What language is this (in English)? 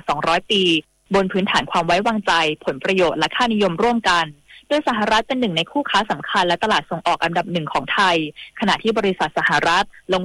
Thai